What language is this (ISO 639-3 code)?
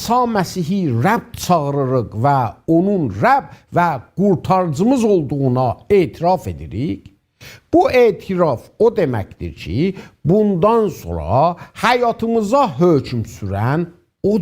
azb